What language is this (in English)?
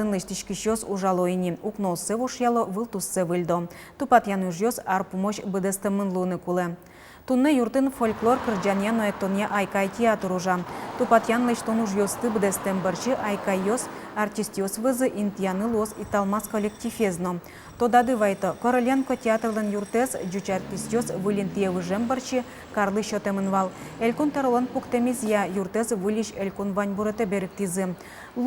Udmurt